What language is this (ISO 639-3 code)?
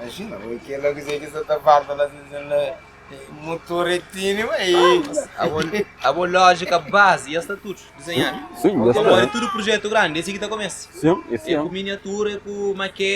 kea